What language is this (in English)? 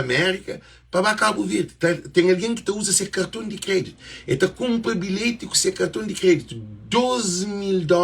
Kabuverdianu